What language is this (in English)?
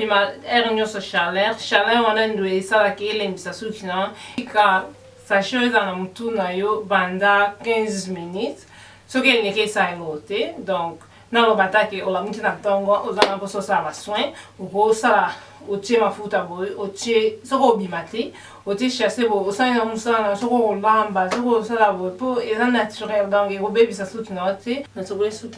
Lingala